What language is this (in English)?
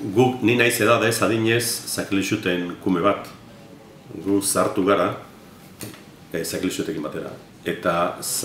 Basque